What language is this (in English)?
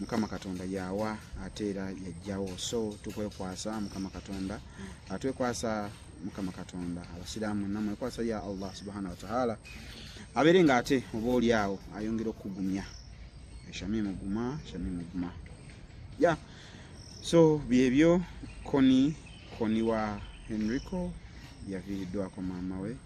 Ganda